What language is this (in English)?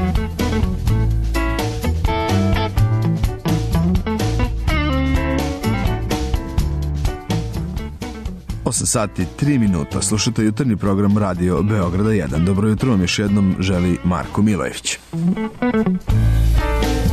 Serbian